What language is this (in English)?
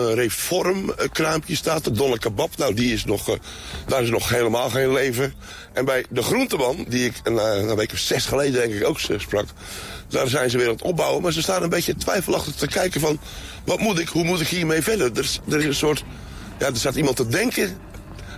Dutch